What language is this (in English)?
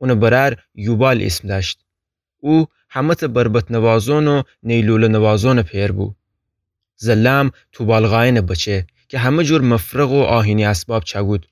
Gilaki